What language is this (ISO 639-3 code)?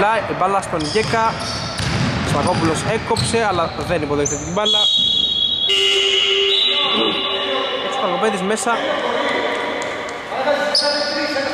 ell